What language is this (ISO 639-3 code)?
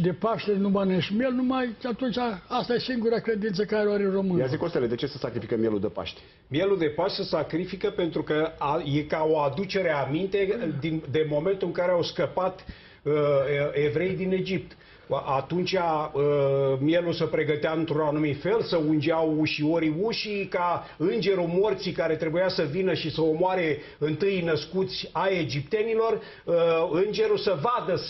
ron